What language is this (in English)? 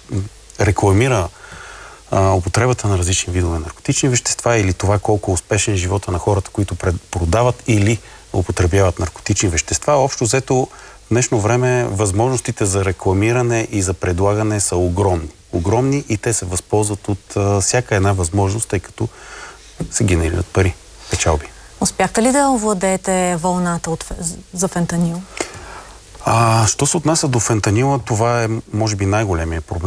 Bulgarian